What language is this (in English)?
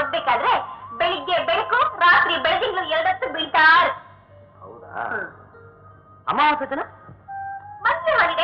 Kannada